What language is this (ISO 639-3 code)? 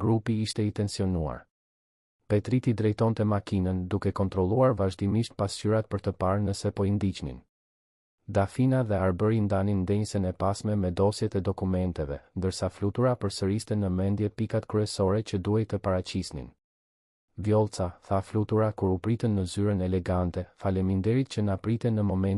sqi